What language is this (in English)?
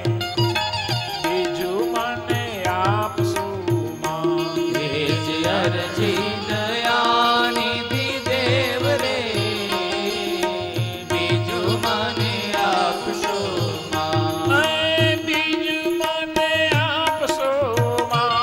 Gujarati